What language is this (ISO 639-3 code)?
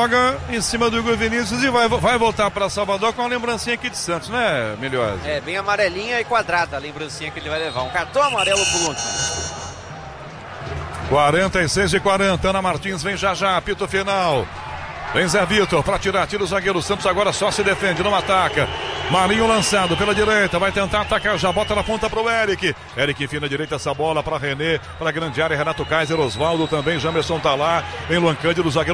por